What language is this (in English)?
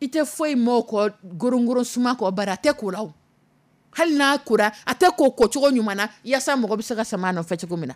Dyula